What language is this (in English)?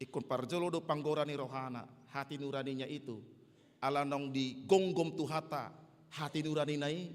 Batak Toba